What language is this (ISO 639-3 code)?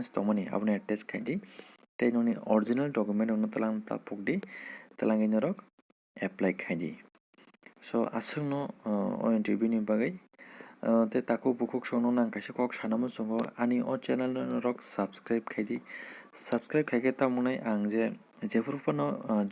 trp